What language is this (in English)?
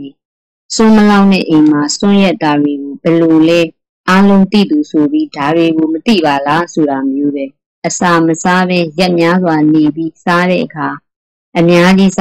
Burmese